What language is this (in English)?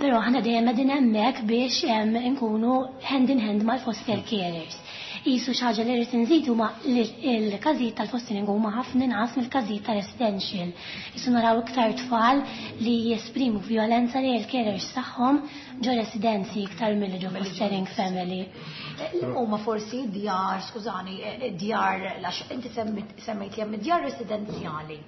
Maltese